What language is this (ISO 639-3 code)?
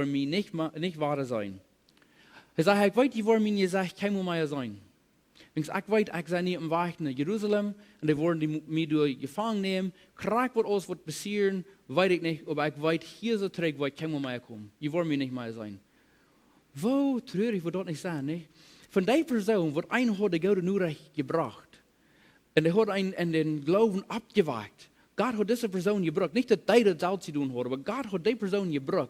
pdt